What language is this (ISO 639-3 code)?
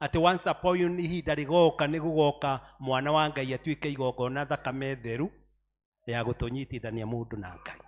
kik